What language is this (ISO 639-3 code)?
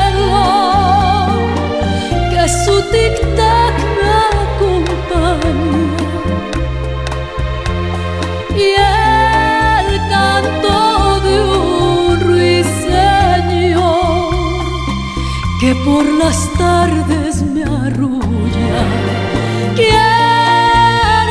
spa